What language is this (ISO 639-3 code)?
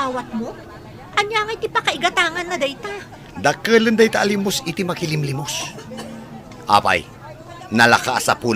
ilo